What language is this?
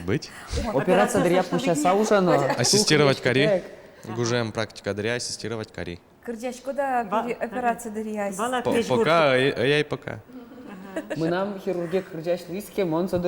Udmurt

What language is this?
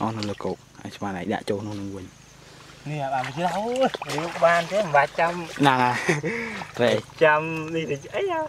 Khmer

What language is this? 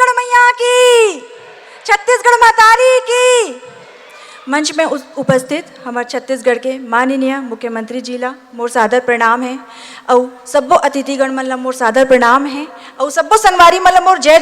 Chhattisgarhi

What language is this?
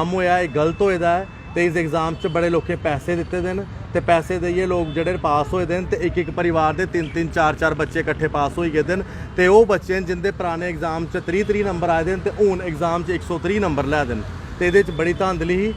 Dogri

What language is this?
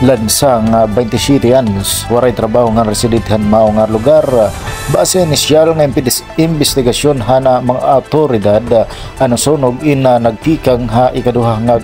Waray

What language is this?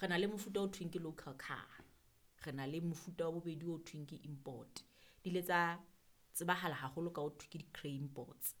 Southern Sotho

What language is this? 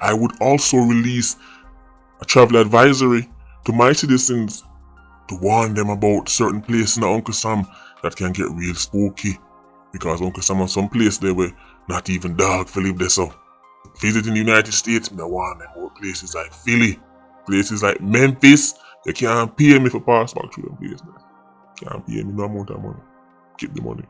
Jamaican Creole English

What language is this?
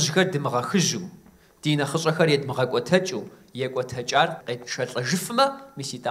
Kabardian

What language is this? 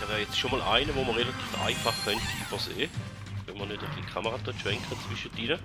Swiss German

